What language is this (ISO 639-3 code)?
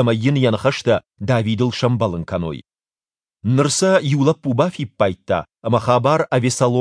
oss